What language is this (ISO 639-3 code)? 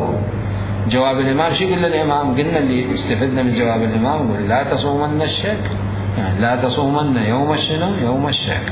acm